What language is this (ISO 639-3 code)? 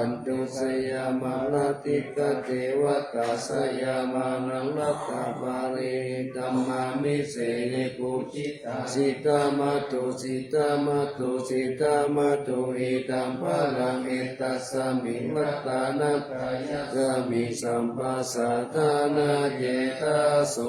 pli